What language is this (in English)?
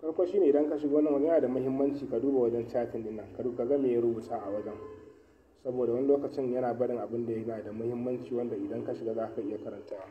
Hausa